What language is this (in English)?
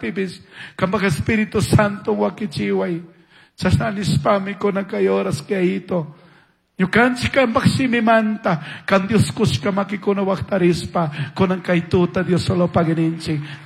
Chimborazo Highland Quichua